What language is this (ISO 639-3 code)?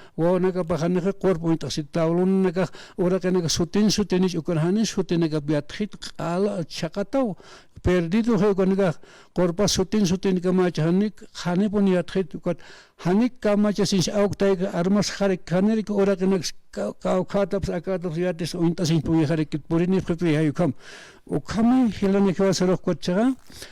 aym